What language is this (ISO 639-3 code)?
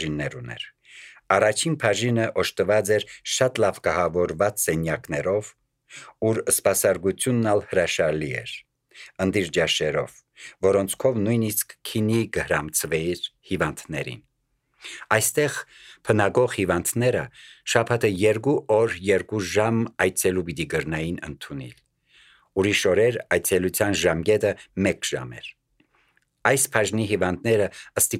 hye